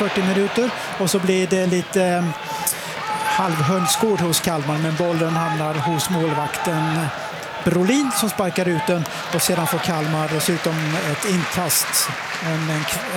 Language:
Swedish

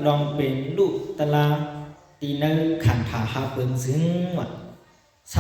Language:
Shan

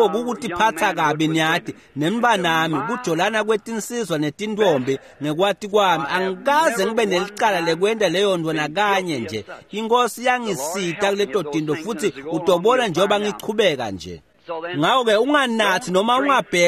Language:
Swati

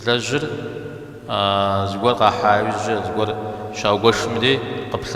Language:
Kabardian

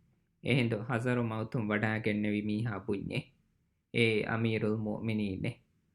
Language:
Divehi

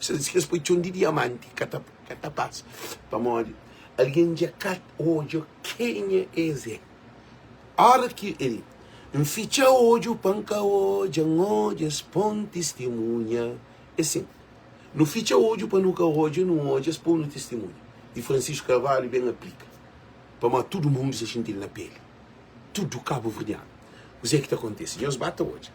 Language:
Kabuverdianu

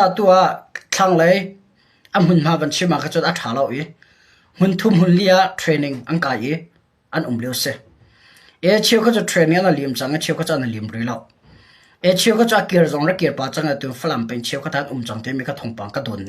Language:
Hakha Chin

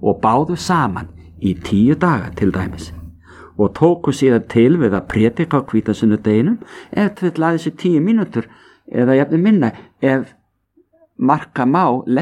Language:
Icelandic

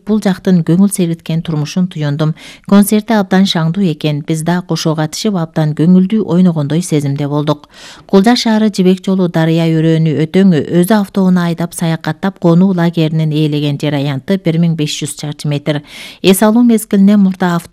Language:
Kyrgyz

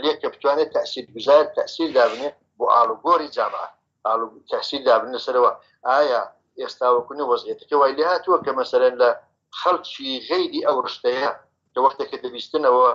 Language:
Central Kurdish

